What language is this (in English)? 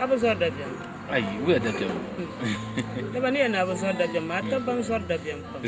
Dagbani